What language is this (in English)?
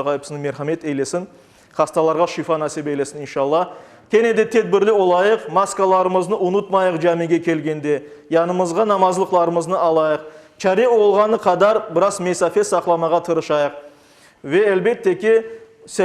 Crimean Tatar